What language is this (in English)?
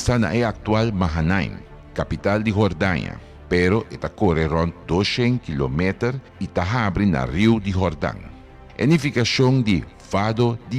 Papiamento